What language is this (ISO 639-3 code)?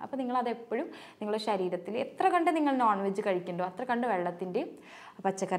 mal